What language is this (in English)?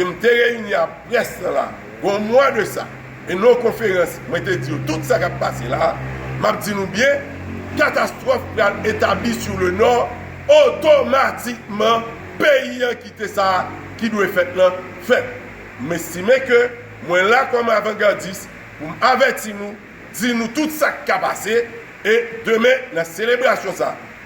Haitian Creole